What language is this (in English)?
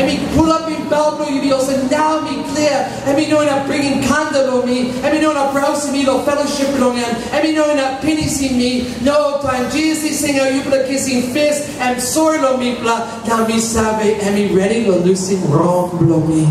Tok Pisin